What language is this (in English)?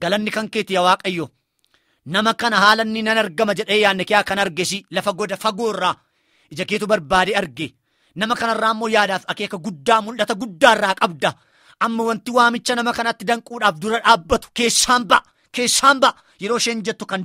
Oromo